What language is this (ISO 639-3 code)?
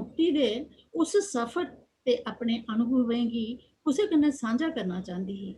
doi